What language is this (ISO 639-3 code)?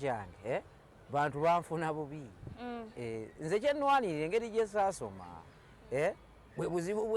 lug